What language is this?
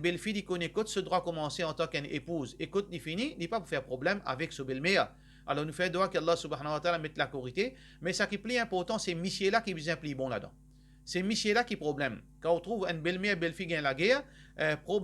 Morisyen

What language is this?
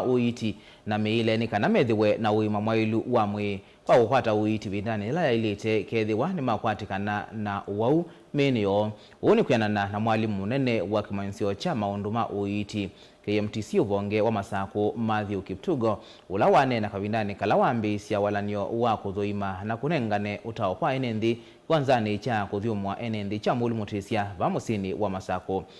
Kamba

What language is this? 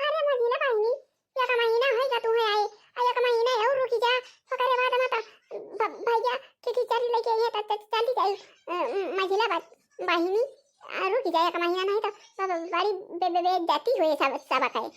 Awadhi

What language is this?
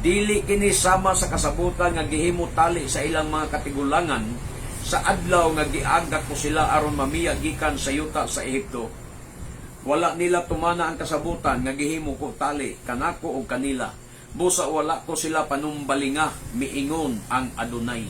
Cebuano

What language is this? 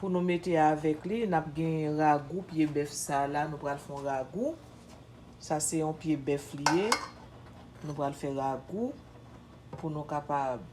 Haitian Creole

